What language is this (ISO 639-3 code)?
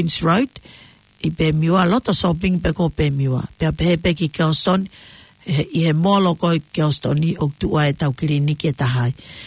ton